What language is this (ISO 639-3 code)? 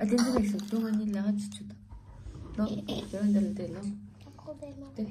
bod